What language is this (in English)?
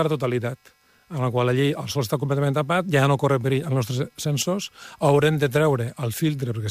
Catalan